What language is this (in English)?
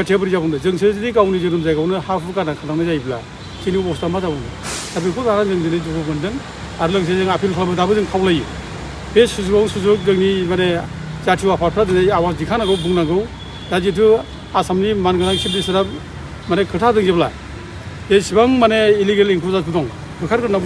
Bodo